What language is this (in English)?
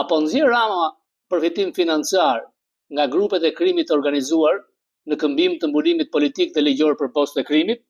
Albanian